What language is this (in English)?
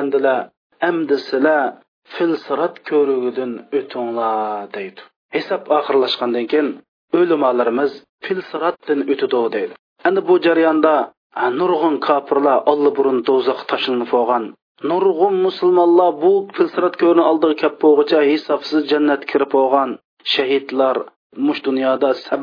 Uyghur